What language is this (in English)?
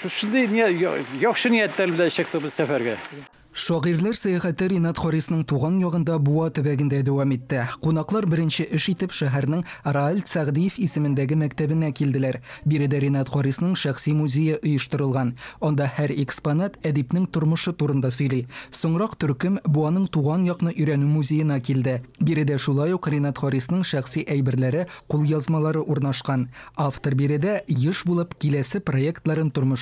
Tatar